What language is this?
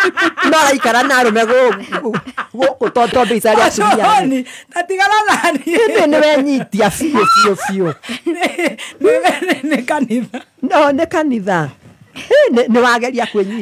Kikuyu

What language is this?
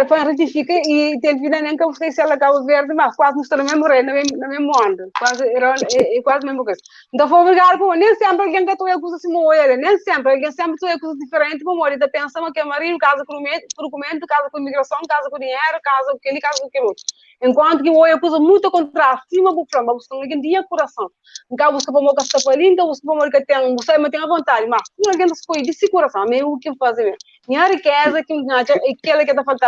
Kabuverdianu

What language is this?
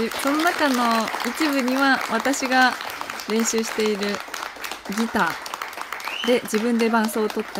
Japanese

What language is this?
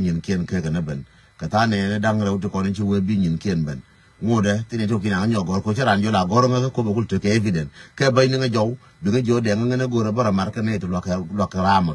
Nuer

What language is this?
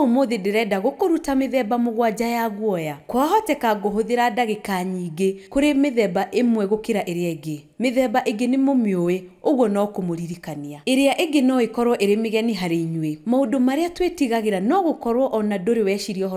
Kikuyu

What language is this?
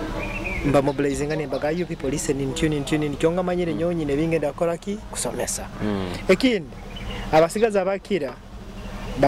Nyoro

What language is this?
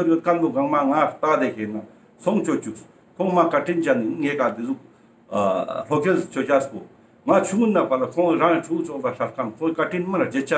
Ladakhi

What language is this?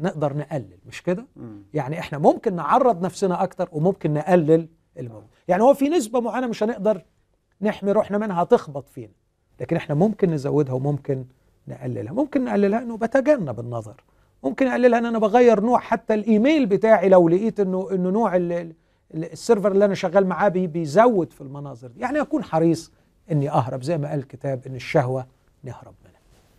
Egyptian Arabic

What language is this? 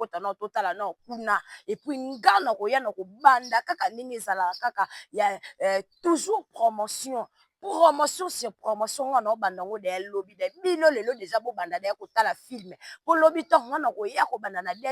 Lingala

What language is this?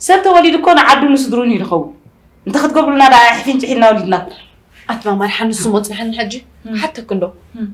Tigrinya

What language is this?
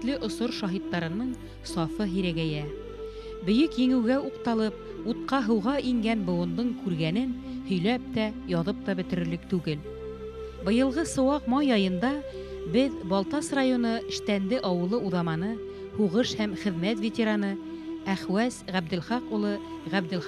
Bashkir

